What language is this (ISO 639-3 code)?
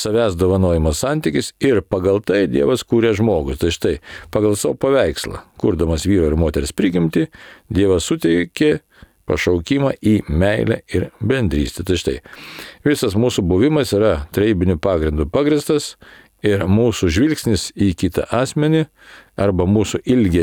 lit